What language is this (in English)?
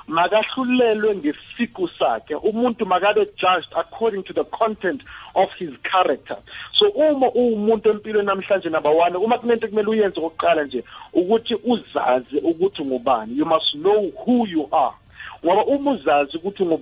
South Ndebele